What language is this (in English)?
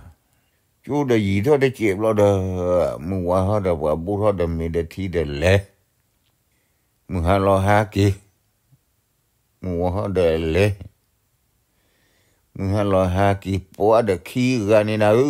S'gaw Karen